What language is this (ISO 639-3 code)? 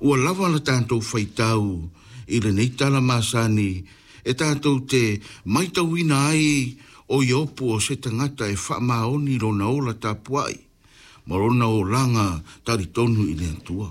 smo